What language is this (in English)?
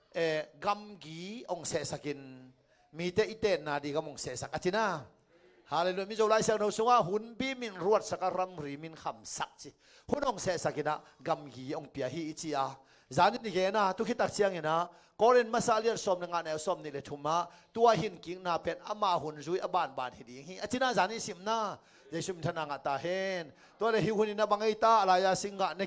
Tedim Chin